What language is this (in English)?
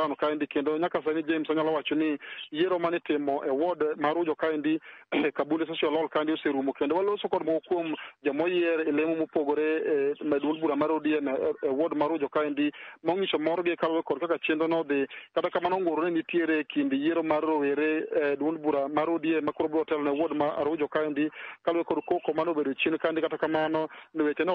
Luo (Kenya and Tanzania)